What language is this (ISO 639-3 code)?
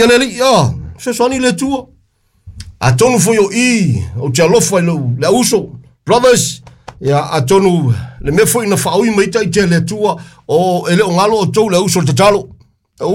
smo